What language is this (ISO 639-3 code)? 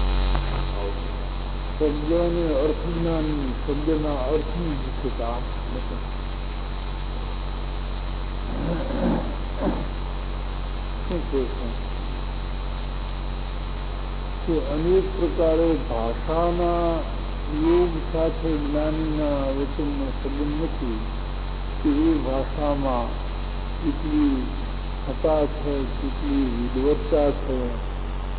guj